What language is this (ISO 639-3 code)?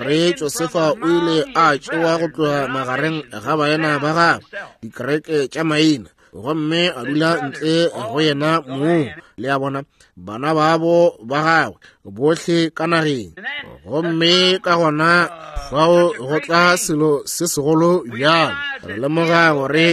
nso